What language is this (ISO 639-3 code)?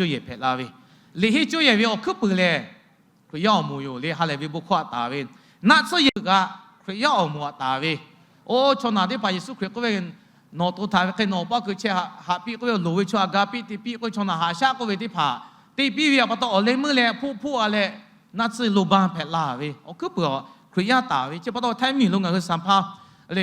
lhu